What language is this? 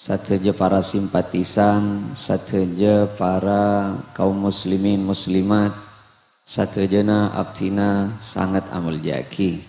Madurese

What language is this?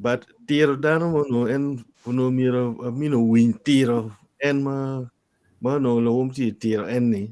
Acoli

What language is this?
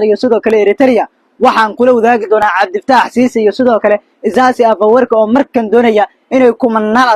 Somali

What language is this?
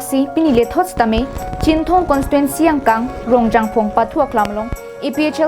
Karbi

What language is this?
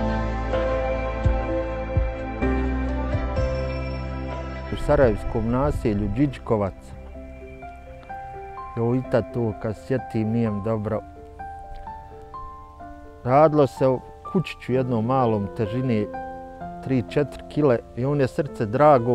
Bosnian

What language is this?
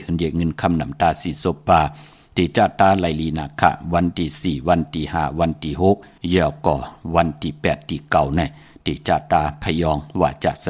Shan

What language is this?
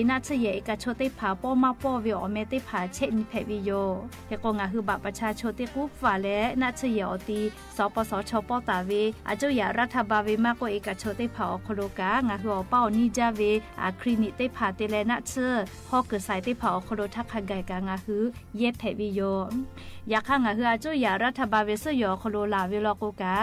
Lahu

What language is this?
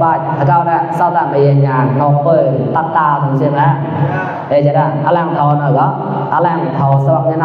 Mon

